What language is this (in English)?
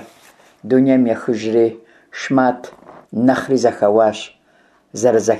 Kabardian